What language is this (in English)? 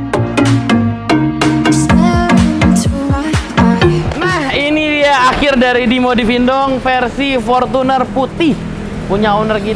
Indonesian